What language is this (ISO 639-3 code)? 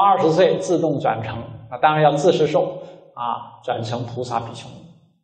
zho